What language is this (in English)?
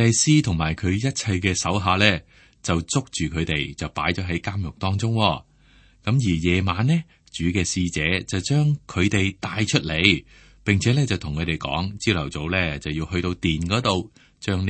Cantonese